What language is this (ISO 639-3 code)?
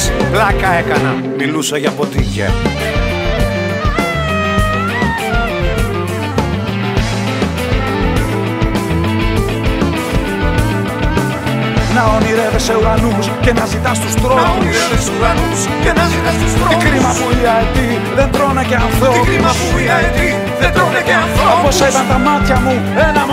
ell